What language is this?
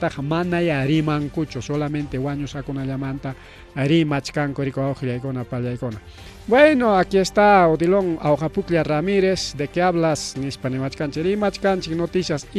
Ayacucho Quechua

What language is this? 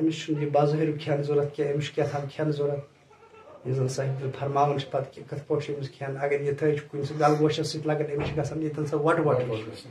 Kashmiri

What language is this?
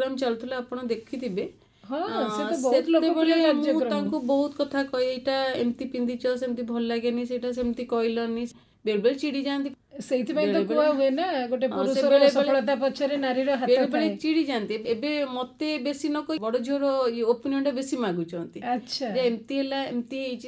Odia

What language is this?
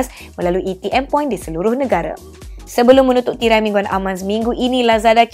Malay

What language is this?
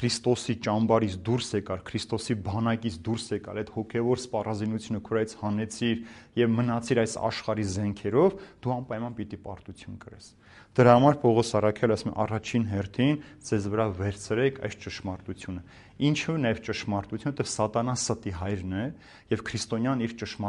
Armenian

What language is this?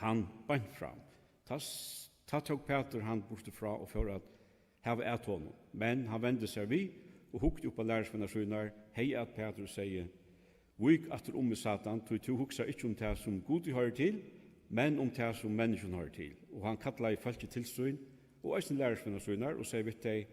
Faroese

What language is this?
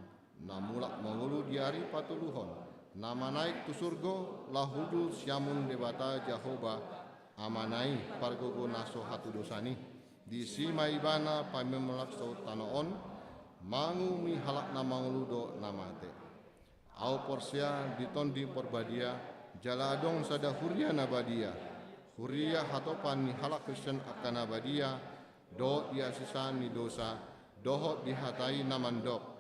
Batak Toba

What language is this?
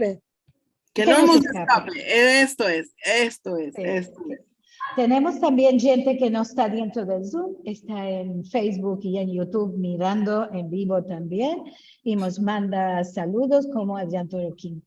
Ladino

